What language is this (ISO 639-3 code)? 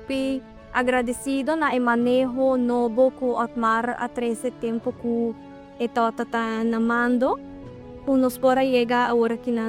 pap